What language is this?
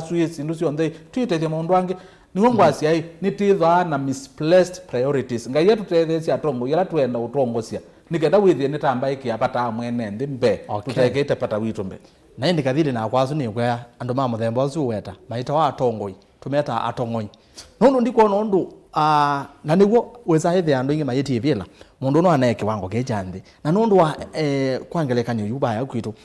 Kamba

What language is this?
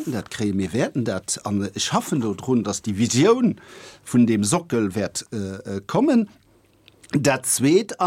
Luxembourgish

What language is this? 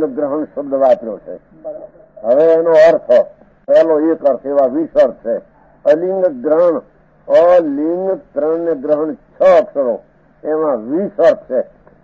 Gujarati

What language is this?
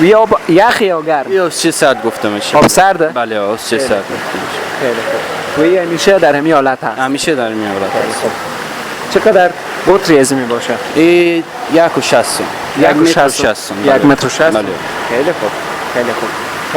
Persian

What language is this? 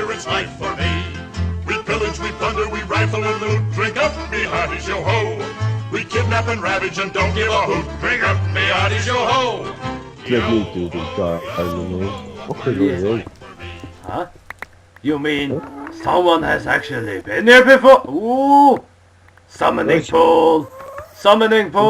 Faroese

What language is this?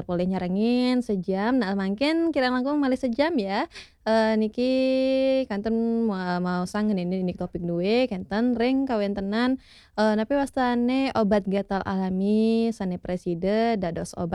Balinese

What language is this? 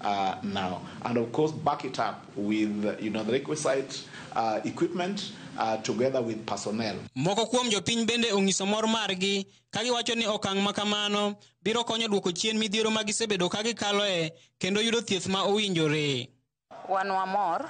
Luo (Kenya and Tanzania)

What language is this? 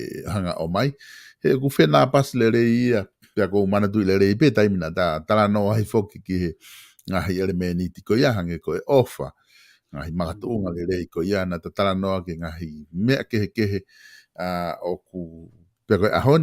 Tongan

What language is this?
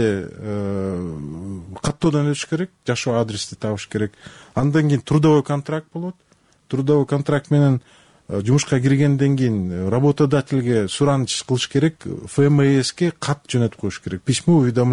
Kyrgyz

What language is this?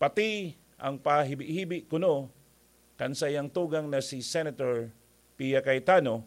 Bikol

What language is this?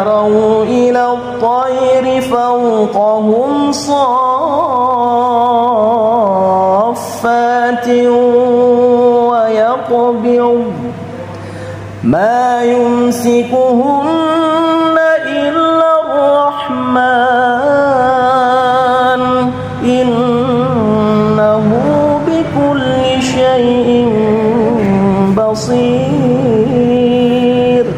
Arabic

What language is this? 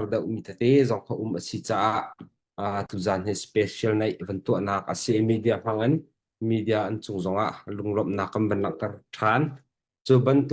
Hakha Chin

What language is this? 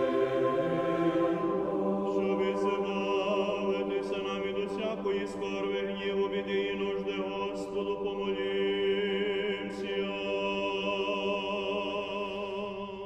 Ukrainian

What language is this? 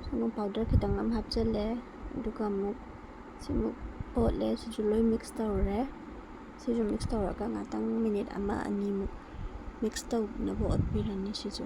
Manipuri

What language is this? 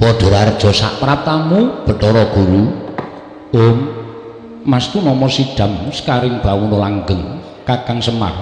Javanese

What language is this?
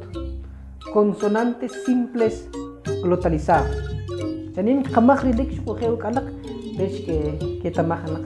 Kʼicheʼ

